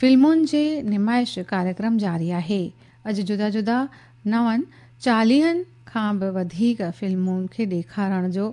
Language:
Sindhi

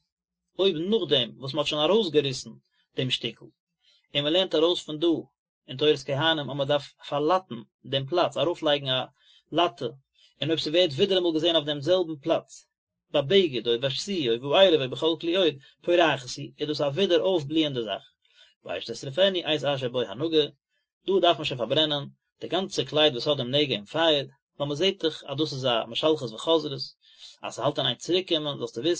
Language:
Yiddish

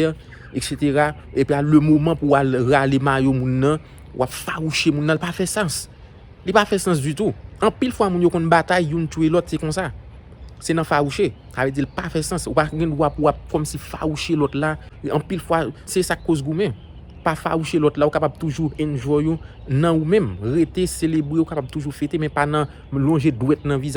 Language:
Haitian Creole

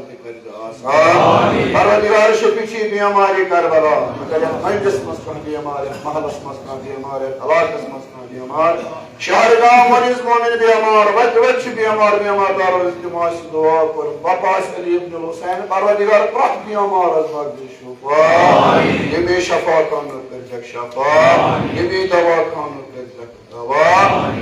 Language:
Kashmiri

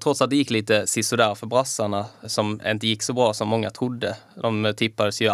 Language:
Swedish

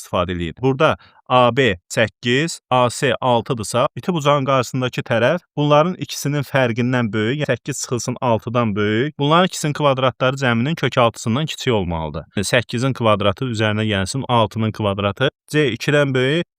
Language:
Azerbaijani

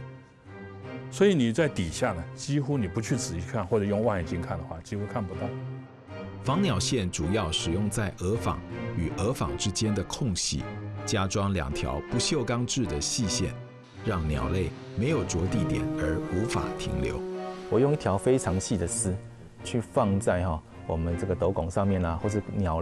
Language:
Chinese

